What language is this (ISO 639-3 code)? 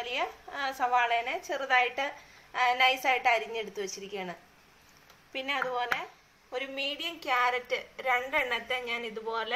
mal